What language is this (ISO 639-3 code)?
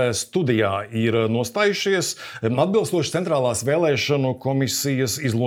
lav